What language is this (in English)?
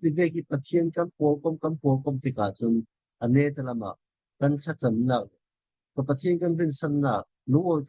Falam Chin